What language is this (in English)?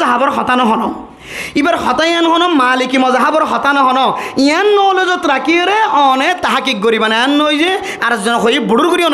Rohingya